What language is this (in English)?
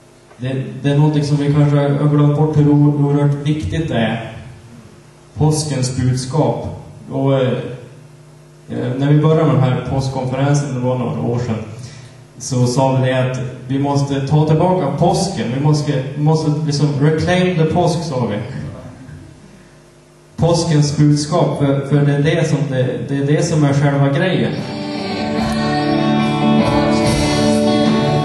Swedish